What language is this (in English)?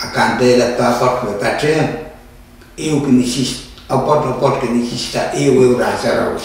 Pohnpeian